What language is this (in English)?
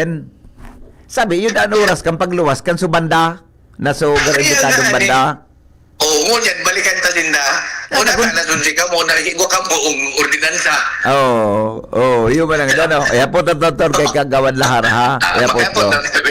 Bikol